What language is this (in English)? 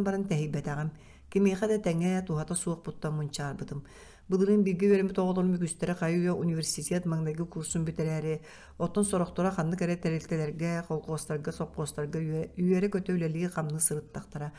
Yakut